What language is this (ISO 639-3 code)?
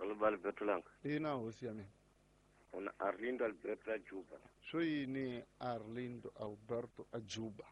tso